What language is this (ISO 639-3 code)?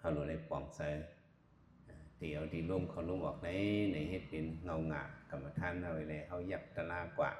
shn